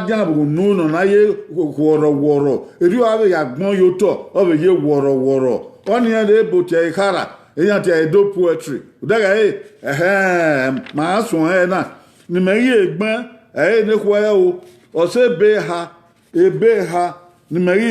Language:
Bini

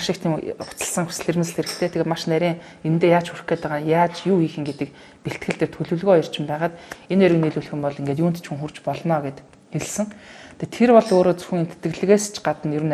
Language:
Mongolian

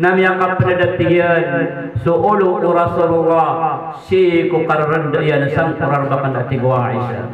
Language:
Maranao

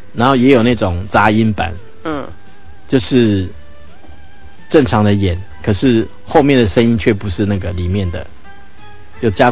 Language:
Chinese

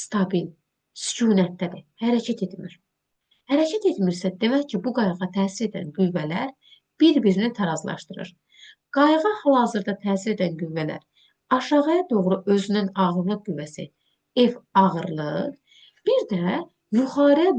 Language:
Azerbaijani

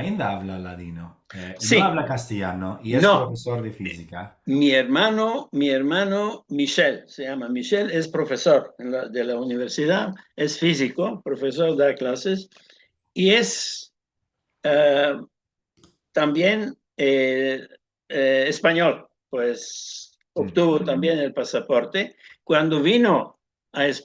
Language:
Ladino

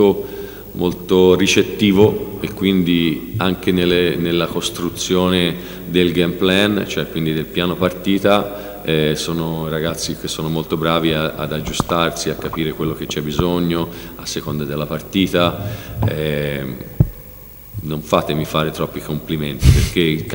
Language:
Italian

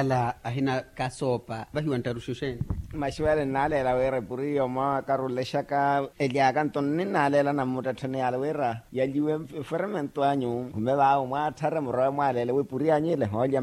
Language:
Makhuwa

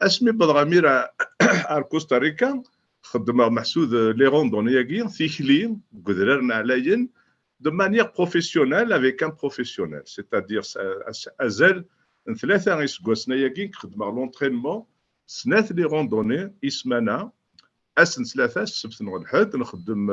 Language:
Kabyle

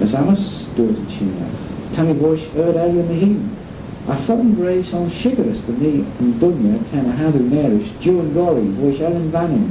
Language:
Manx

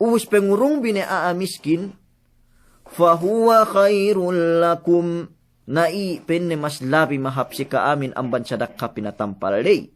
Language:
Yakan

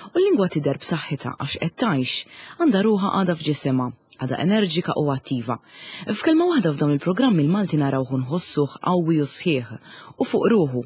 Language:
Maltese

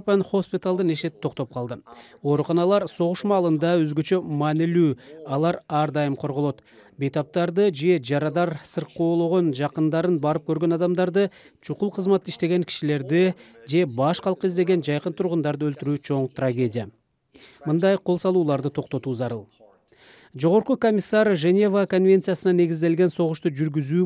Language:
Kyrgyz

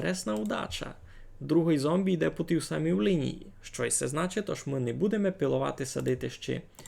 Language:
Rusyn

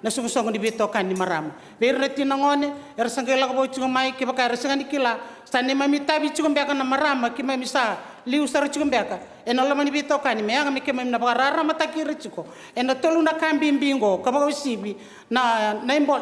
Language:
Fijian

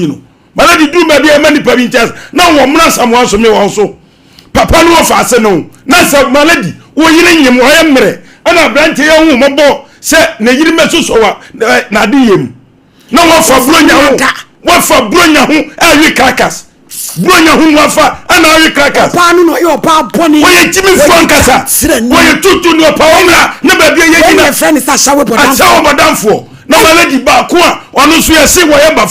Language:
Akan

